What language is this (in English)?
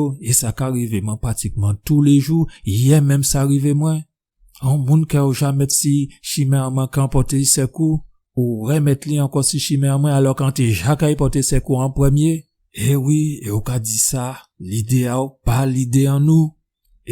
Guadeloupean Creole French